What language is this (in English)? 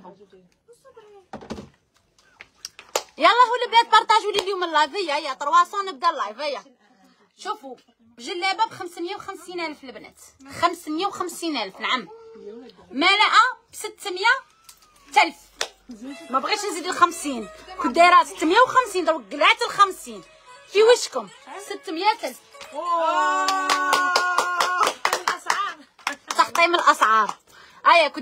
Algerian Arabic